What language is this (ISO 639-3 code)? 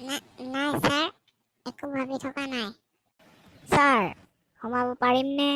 asm